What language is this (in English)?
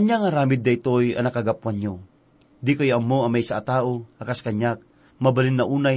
Iloko